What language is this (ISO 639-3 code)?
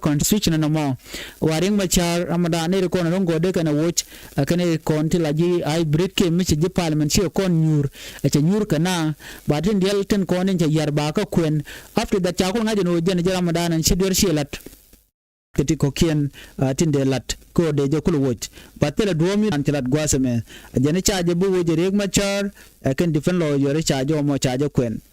nus